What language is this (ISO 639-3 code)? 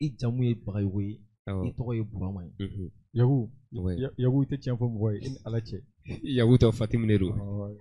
bam